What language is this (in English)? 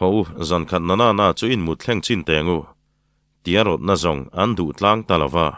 Mizo